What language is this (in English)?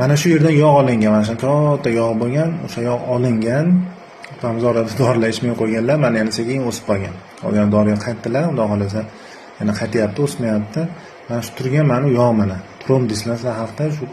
Uzbek